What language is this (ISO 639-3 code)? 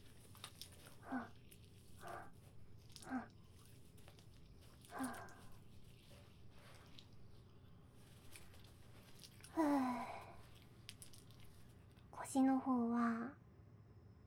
jpn